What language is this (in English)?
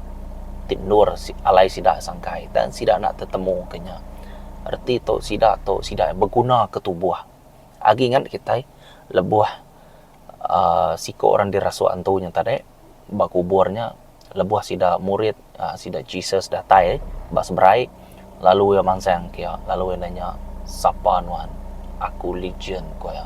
Iban